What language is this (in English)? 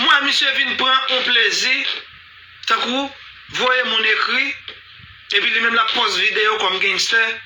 Haitian Creole